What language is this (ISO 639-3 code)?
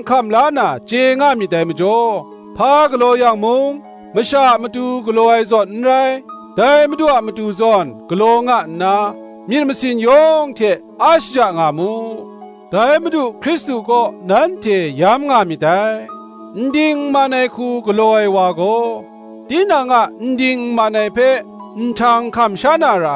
kac